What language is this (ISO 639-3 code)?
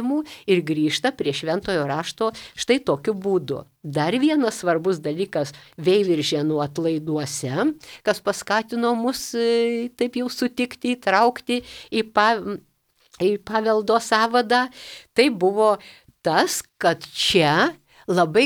lit